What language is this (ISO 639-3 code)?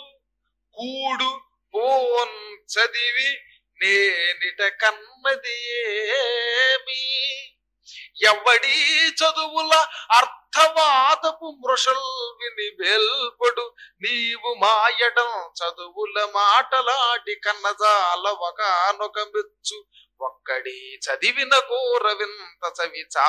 tel